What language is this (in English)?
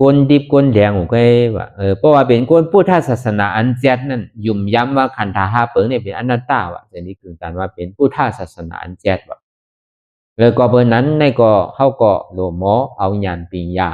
Shan